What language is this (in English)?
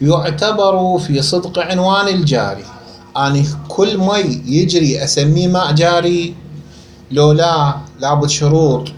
Mesopotamian Arabic